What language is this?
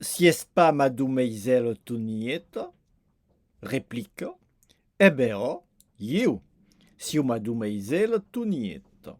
Occitan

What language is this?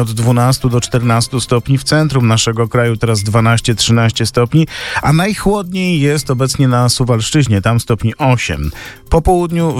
Polish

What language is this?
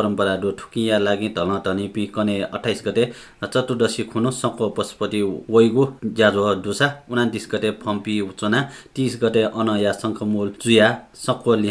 Newari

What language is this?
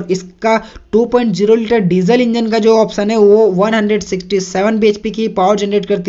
Hindi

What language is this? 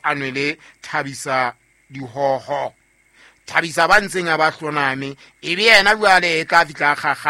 Southern Sotho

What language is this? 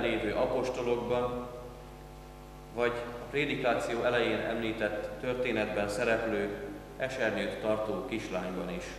Hungarian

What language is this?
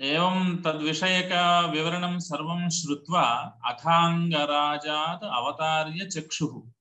Sanskrit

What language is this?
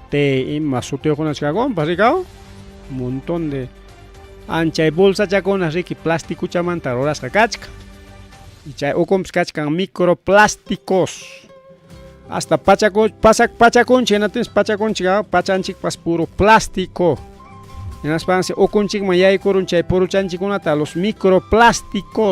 Ayacucho Quechua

